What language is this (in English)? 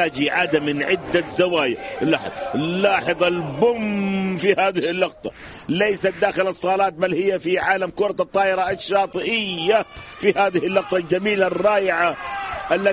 Arabic